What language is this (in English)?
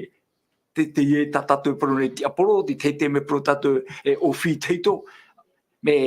Tahitian